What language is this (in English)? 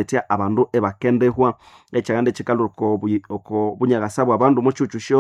Nande